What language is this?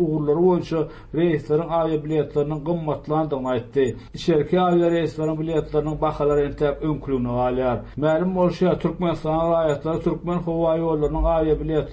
Turkmen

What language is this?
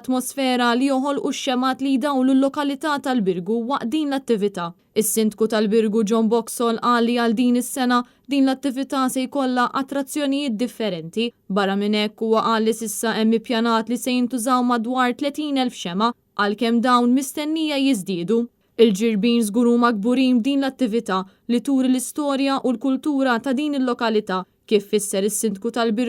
Maltese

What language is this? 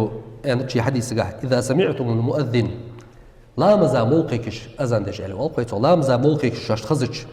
Ingush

